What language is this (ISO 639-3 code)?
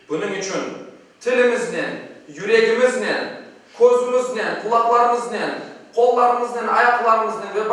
crh